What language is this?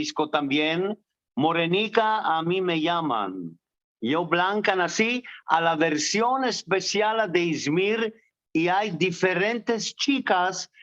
Ladino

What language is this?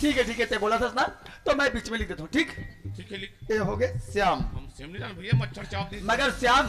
Chhattisgarhi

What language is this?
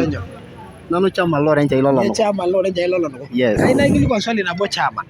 Masai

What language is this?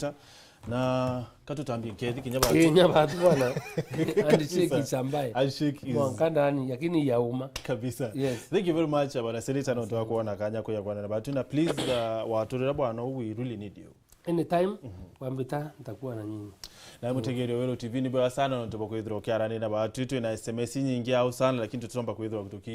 Meru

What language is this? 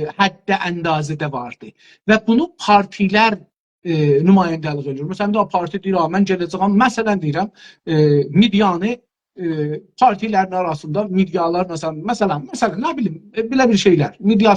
South Azerbaijani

